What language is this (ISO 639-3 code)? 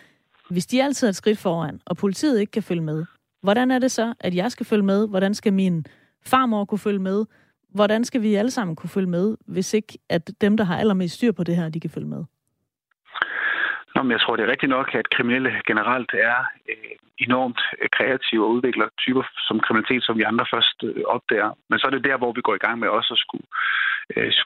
dan